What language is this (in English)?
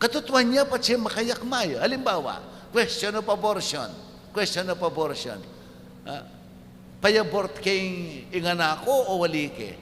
Pampanga